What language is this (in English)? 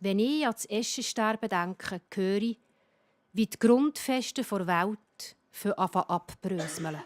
Swiss German